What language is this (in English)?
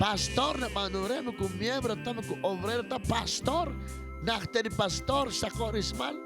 Kekchí